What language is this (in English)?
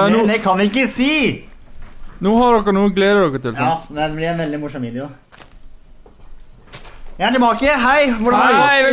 Norwegian